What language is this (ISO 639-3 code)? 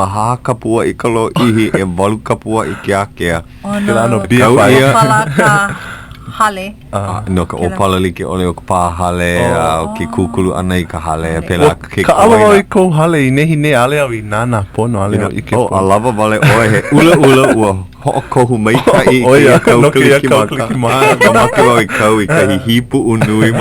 haw